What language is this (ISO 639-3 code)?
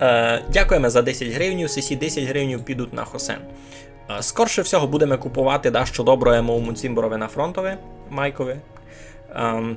rue